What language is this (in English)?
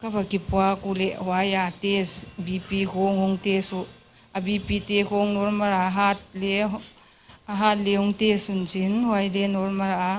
Paite Chin